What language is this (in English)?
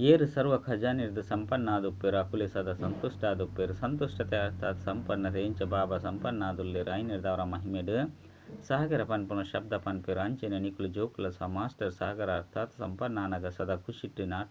Tulu